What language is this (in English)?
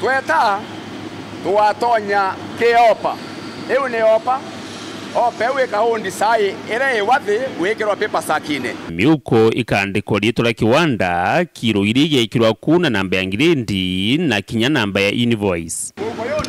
Meru